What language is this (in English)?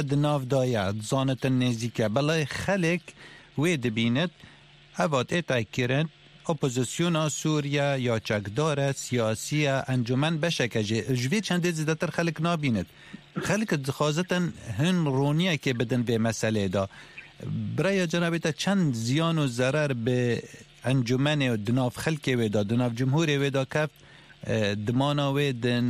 Kurdish